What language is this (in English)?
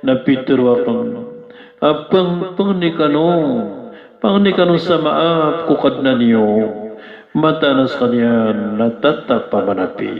Maranao